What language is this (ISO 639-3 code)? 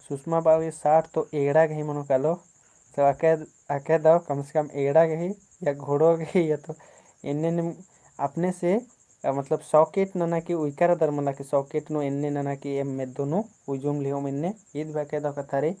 kru